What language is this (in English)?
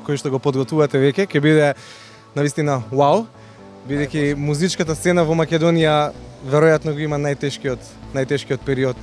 Macedonian